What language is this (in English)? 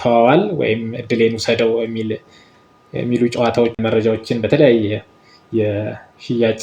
Amharic